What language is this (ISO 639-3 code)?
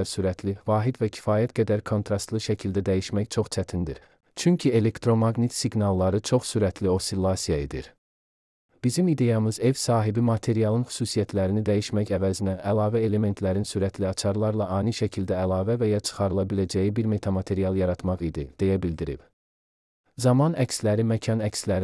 aze